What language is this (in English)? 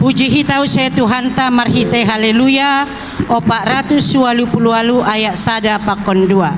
Batak Simalungun